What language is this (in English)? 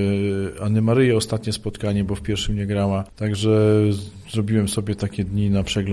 Polish